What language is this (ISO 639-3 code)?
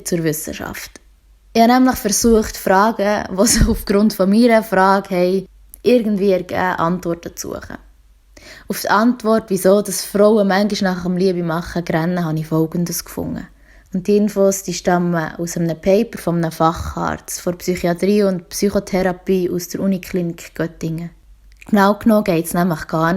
gsw